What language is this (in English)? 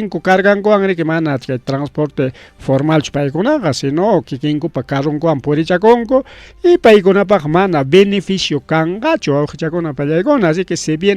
Ayacucho Quechua